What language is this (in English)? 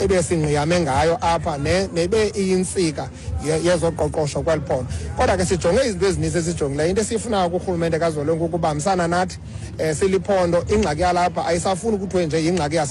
Xhosa